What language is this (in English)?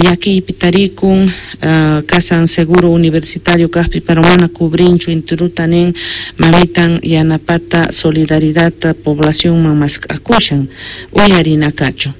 Quechua